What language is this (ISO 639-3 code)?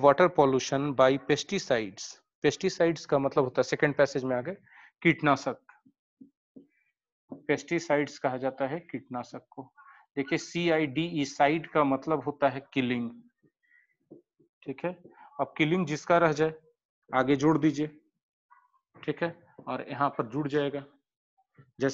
hin